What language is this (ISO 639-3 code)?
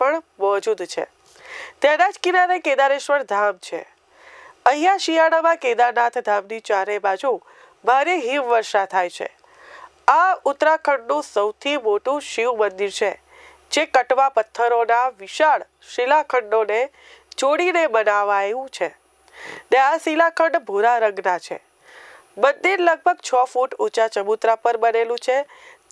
guj